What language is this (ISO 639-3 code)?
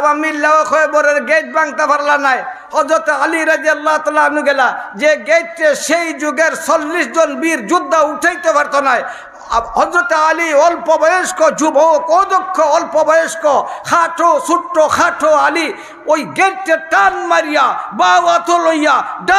syl